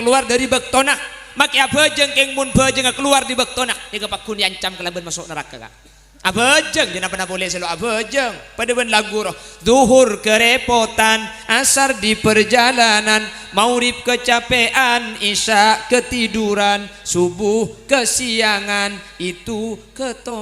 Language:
Madurese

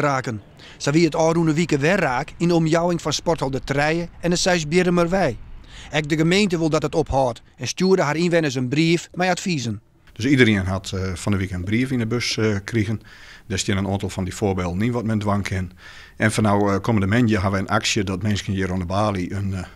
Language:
Western Frisian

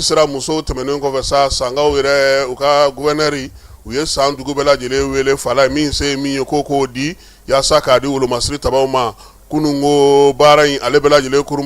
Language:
Bambara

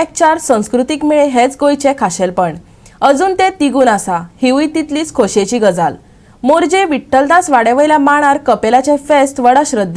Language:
Konkani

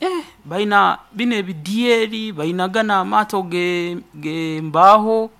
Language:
Nyoro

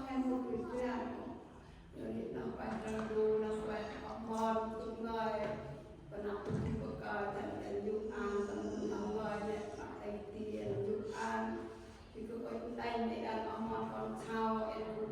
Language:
Central Mnong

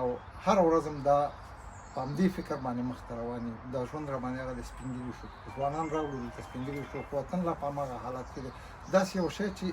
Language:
Pashto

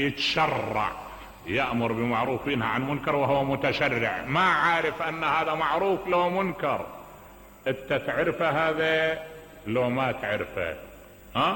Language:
Mesopotamian Arabic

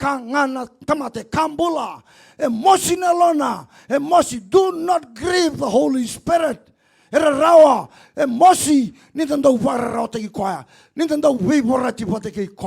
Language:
Fijian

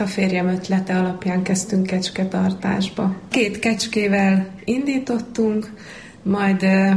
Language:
Hungarian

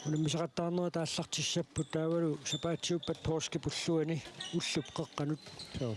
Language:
Kalaallisut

